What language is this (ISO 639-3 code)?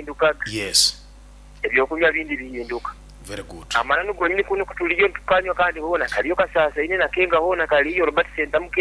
nyo